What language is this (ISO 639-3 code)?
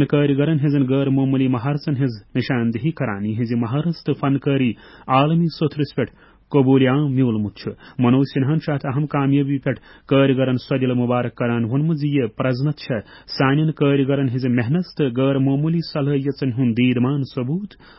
kas